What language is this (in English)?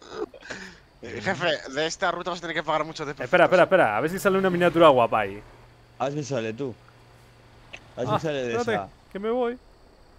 Spanish